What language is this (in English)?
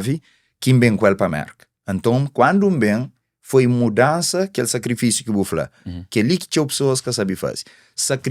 Kabuverdianu